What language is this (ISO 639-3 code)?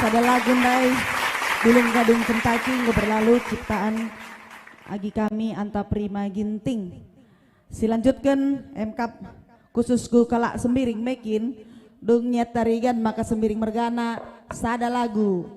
btx